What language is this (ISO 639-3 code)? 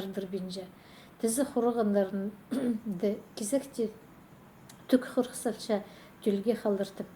kjh